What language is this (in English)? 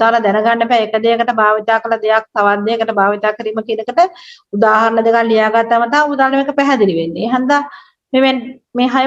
Sinhala